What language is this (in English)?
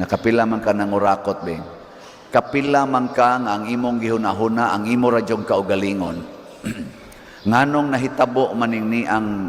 Cebuano